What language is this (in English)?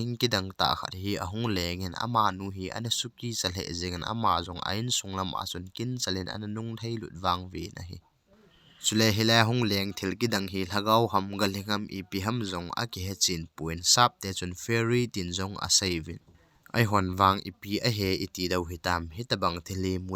Thado Chin